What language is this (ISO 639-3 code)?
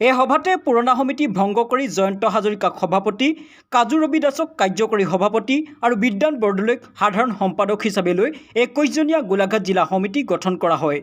asm